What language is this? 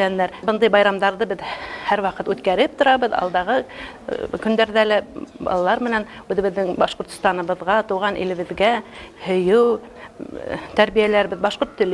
Bashkir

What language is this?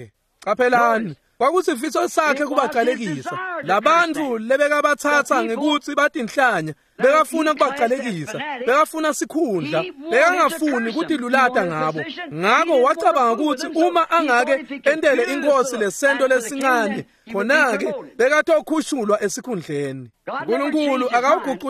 Swati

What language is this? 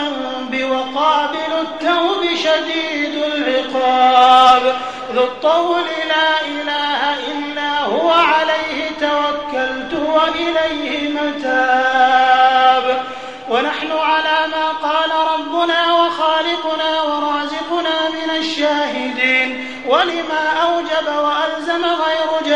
Adamawa Fulfulde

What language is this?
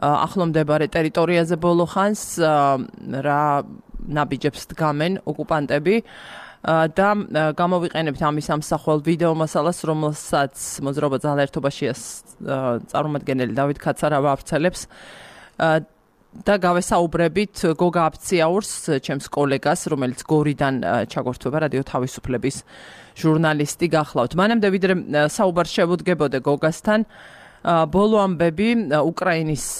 Georgian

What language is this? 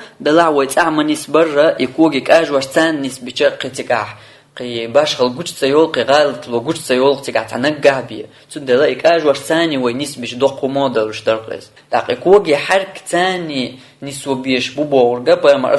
Chechen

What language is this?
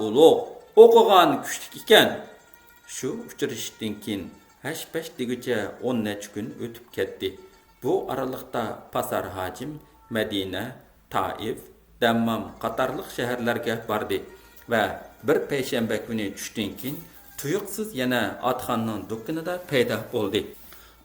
Uyghur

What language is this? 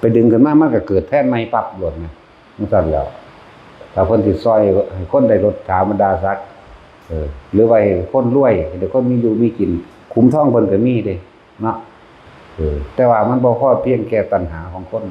Northeastern Thai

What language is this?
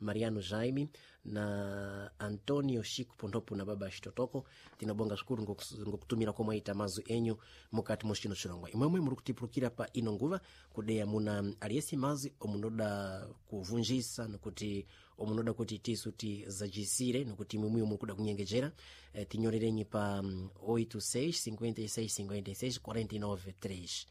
Sena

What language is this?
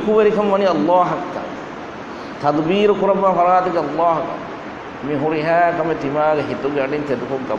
Divehi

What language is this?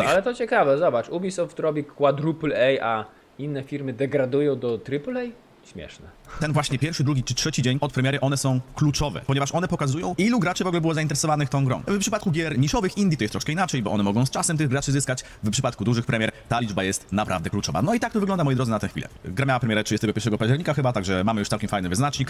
Polish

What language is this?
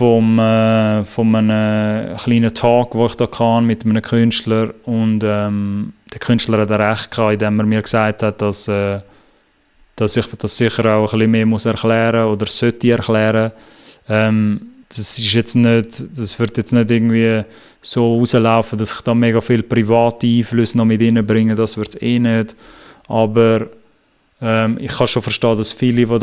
Swiss German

